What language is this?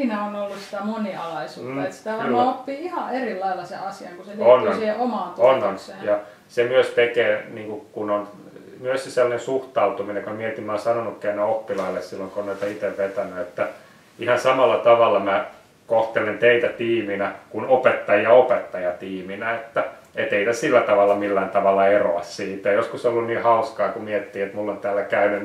Finnish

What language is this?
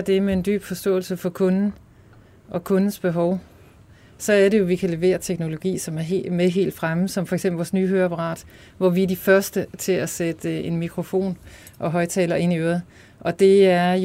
Danish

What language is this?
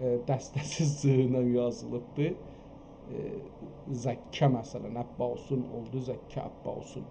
South Azerbaijani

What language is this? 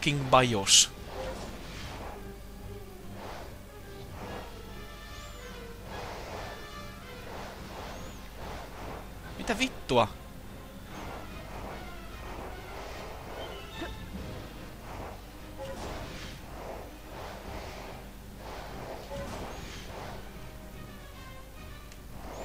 Finnish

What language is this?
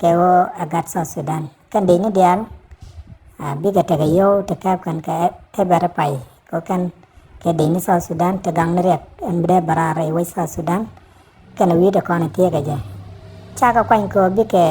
Nuer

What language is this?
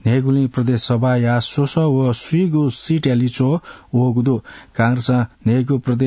Newari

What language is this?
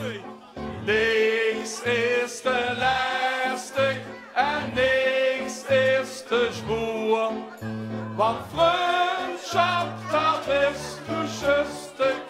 Limburgish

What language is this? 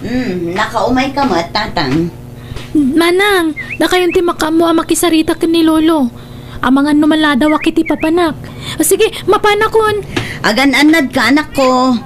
Iloko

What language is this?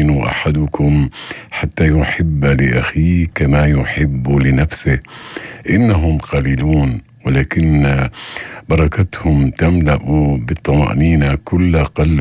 North Levantine Arabic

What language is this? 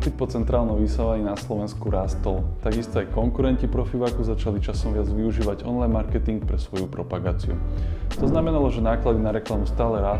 Slovak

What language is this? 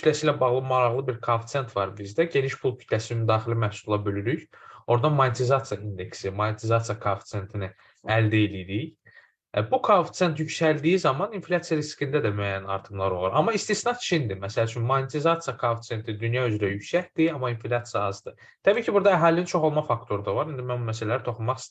Azerbaijani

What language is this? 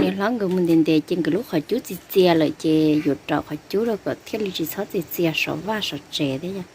Hmong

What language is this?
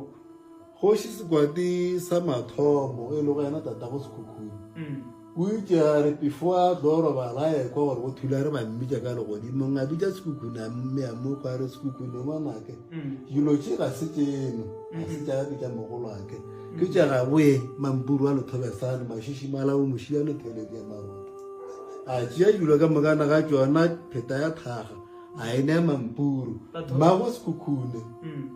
Northern Sotho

